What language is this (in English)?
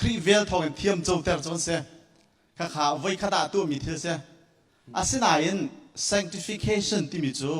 Hakha Chin